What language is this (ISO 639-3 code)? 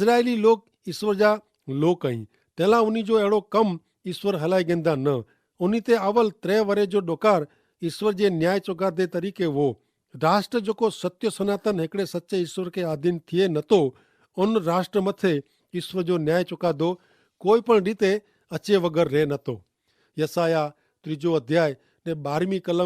kfr